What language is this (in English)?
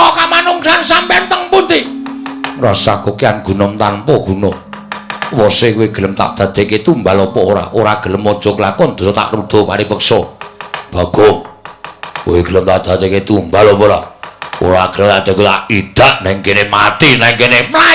Javanese